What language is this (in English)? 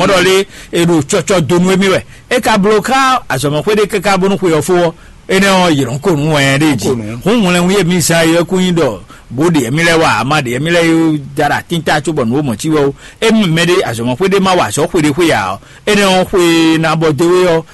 Fon